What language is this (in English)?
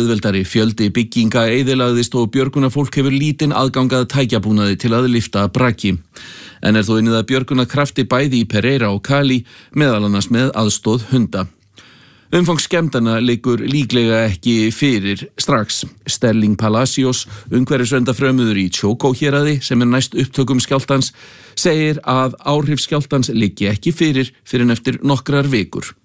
Icelandic